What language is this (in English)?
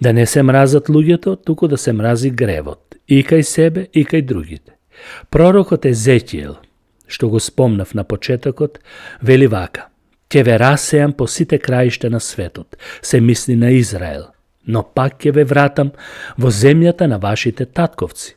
Macedonian